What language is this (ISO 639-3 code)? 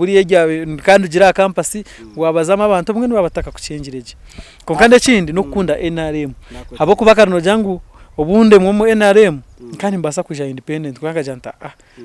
nyn